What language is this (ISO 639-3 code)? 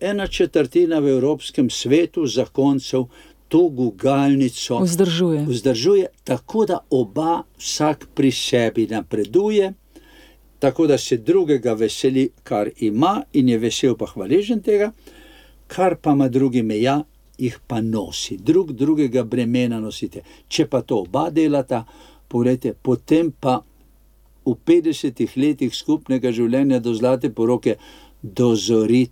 slv